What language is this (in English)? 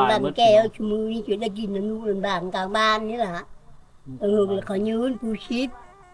Lao